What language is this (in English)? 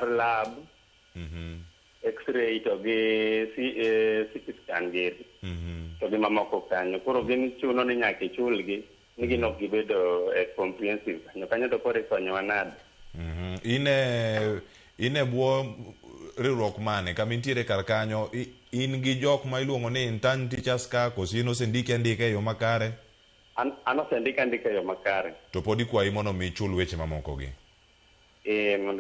Luo (Kenya and Tanzania)